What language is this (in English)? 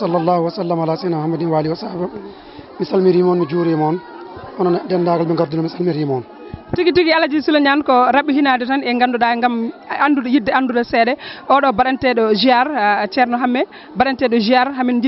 Fula